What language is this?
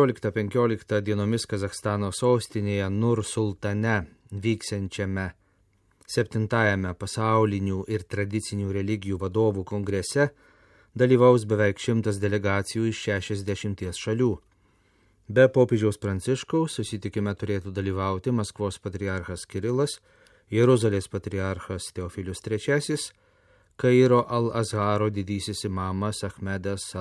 Lithuanian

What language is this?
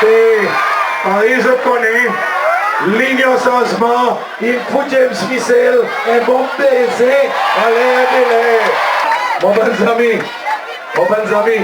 Seselwa Creole French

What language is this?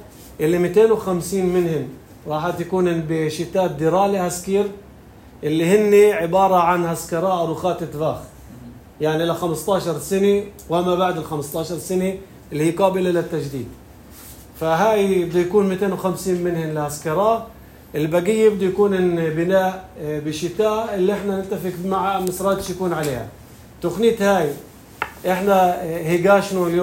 North Levantine Arabic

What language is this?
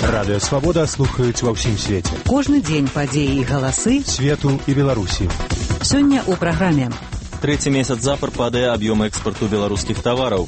Belarusian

